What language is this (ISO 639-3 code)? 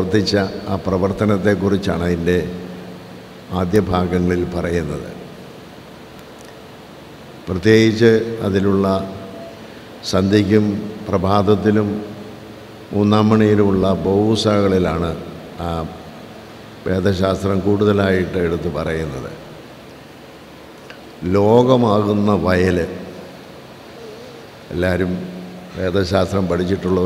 mal